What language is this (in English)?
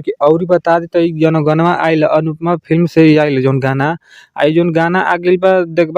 Bhojpuri